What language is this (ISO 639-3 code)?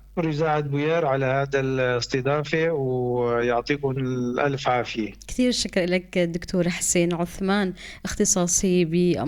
apc